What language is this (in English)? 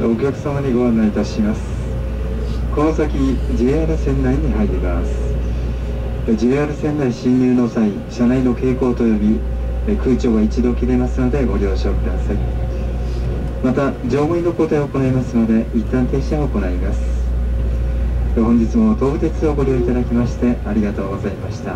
Japanese